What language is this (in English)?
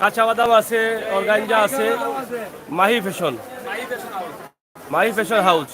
Sylheti